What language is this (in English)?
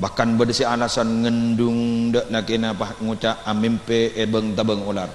Madurese